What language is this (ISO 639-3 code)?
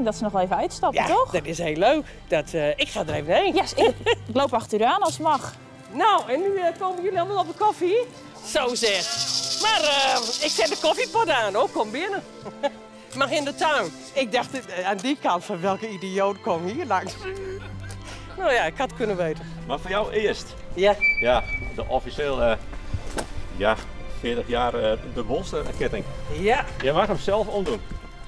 nld